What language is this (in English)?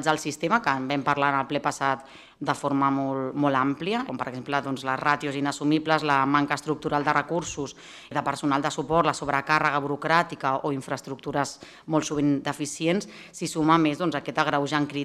Catalan